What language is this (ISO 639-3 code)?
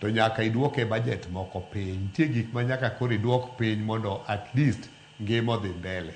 luo